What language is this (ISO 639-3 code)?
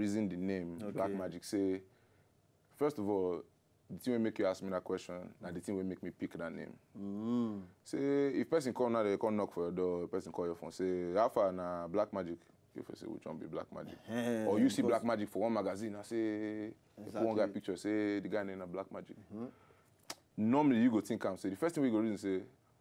pcm